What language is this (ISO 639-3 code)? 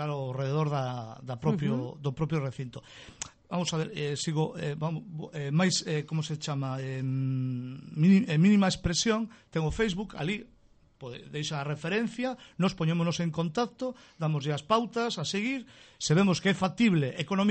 glg